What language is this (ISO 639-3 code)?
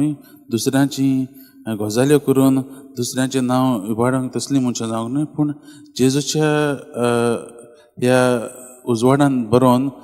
kok